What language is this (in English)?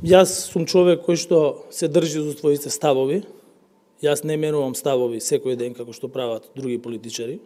Macedonian